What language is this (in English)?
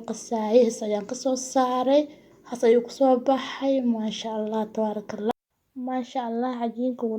Somali